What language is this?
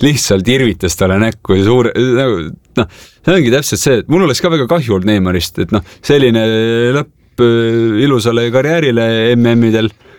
Estonian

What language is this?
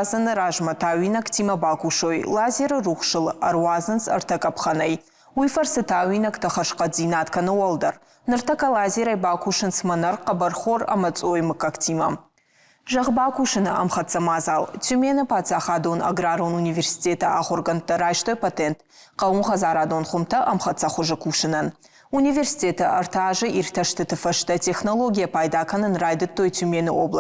Ossetic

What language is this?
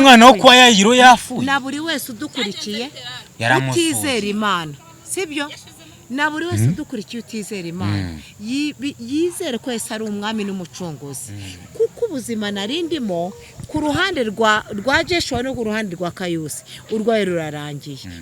Kinyarwanda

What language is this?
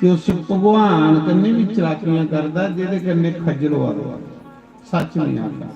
Dogri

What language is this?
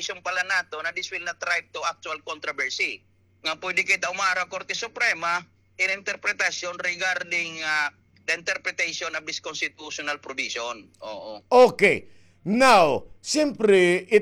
Waray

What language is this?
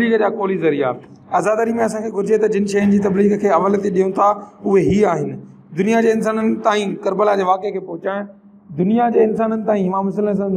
Sindhi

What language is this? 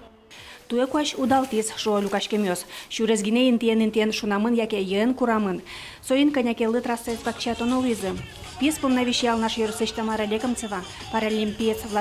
Udmurt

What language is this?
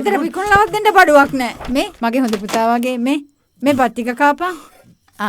Sinhala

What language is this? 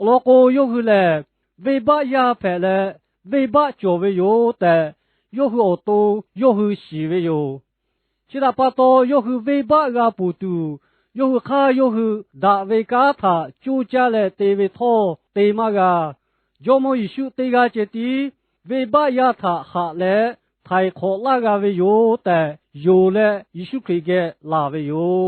Lahu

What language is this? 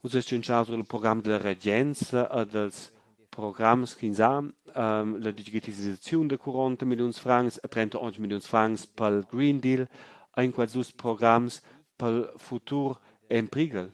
Romansh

